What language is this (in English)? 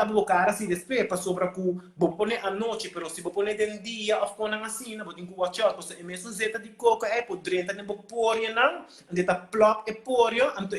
Papiamento